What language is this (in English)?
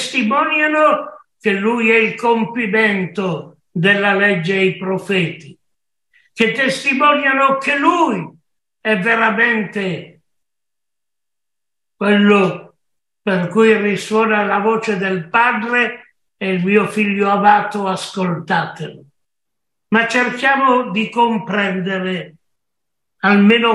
Italian